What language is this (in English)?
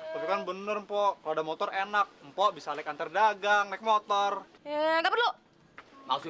Betawi